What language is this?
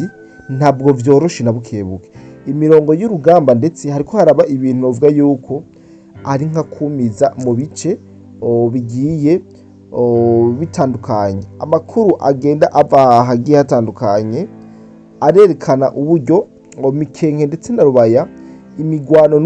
Rundi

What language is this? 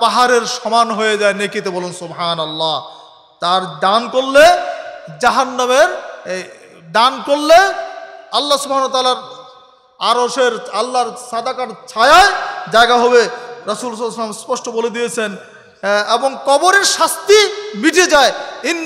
Bangla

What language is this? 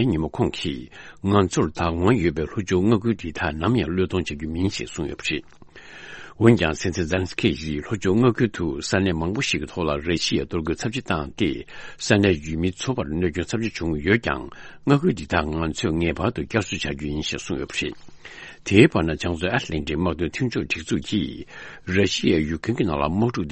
Tibetan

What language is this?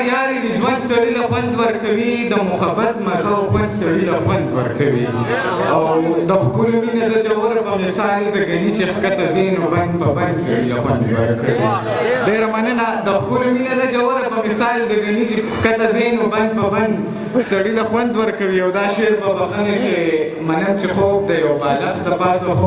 Pashto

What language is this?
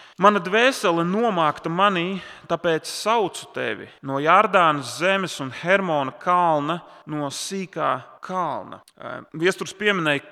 Latvian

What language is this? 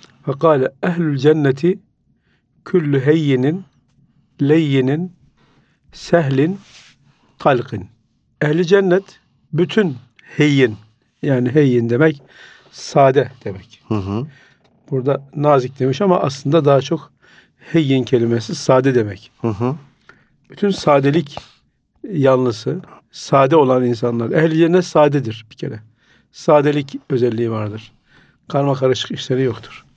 Turkish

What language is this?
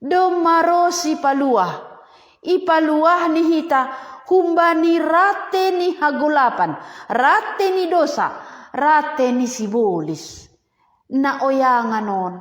Batak Simalungun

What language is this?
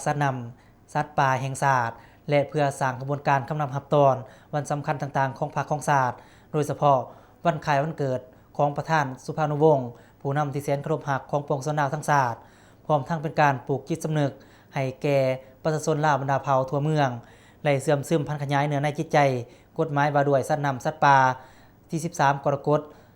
Lao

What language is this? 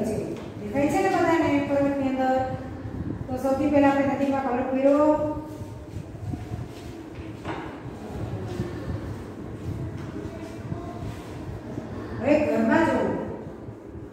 Gujarati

